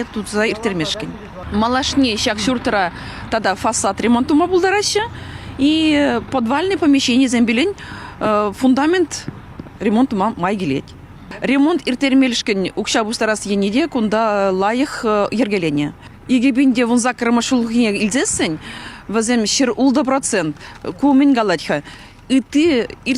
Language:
Chuvash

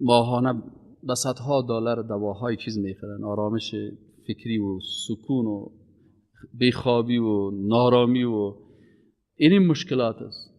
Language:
Persian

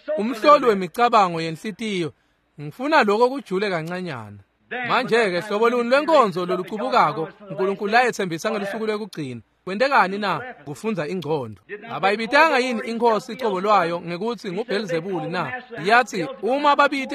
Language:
Swati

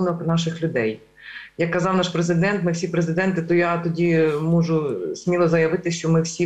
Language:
Ukrainian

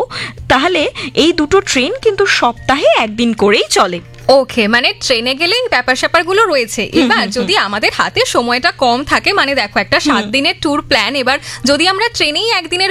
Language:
Bangla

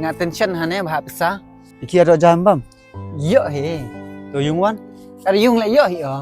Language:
Khasi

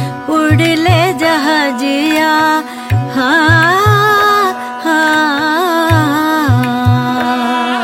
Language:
Bhojpuri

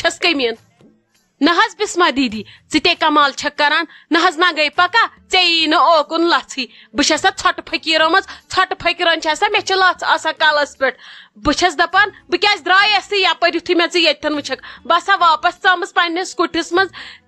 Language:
Kashmiri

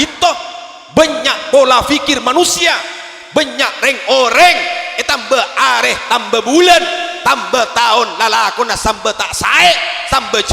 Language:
Madurese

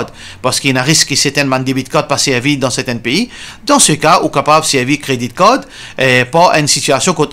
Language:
Morisyen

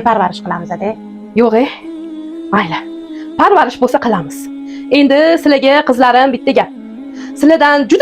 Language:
Uzbek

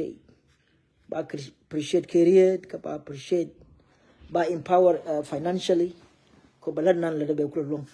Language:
Nuer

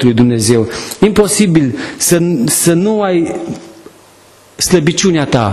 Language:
Romanian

